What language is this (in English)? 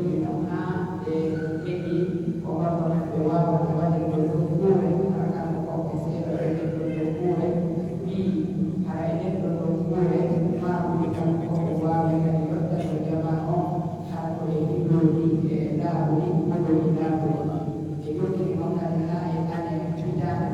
Pular